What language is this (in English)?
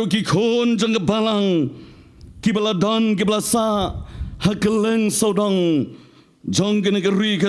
Khasi